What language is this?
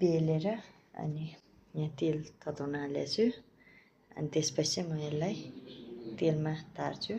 Nepali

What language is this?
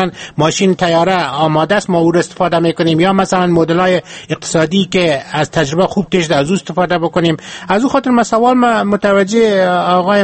Persian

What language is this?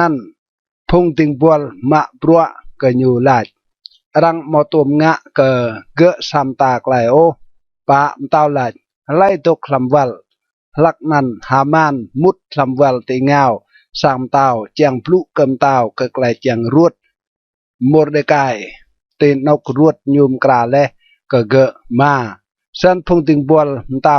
Rade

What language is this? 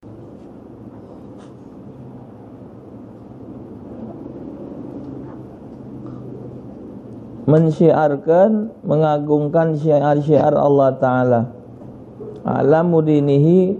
Musi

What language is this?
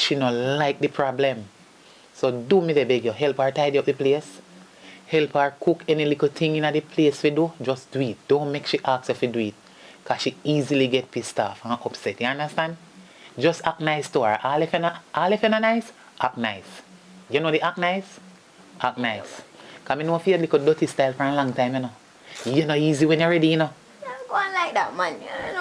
Jamaican Creole English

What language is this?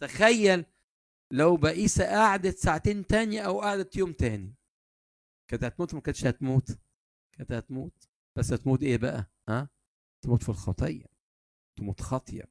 Egyptian Arabic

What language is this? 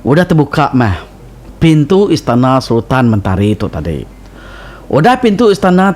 Iban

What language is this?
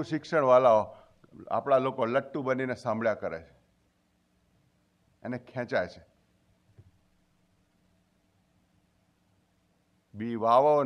Gujarati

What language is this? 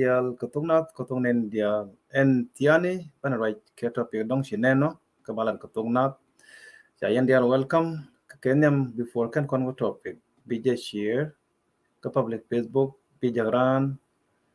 Nuer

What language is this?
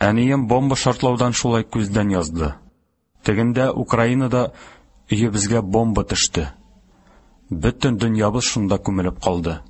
Tatar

